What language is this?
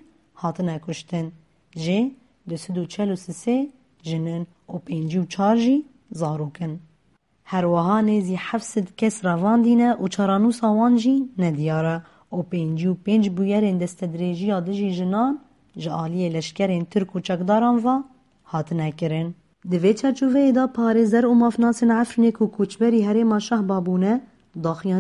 Kurdish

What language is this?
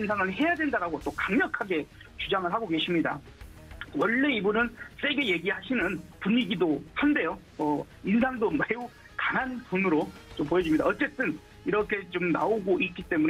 Korean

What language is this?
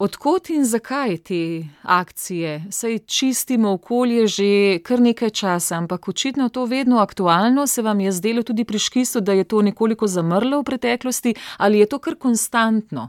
Slovenian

